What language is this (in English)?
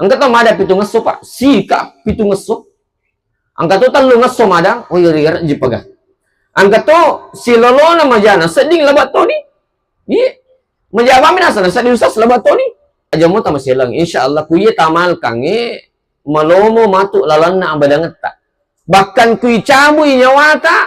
Buginese